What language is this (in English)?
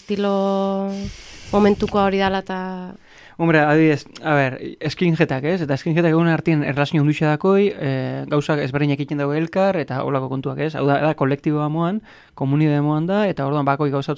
Basque